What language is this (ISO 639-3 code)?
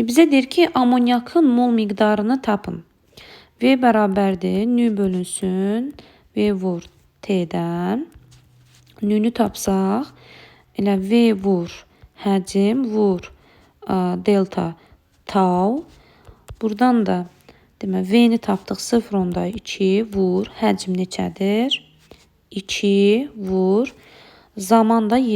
aze